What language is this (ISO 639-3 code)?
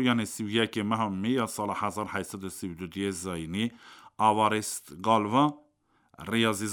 kur